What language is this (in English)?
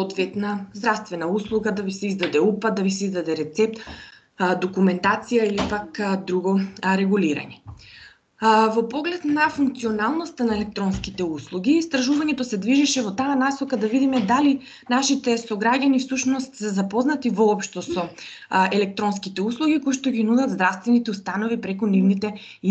Macedonian